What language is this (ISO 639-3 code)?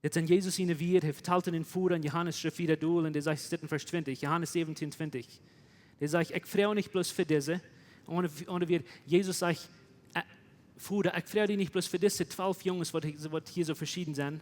pdt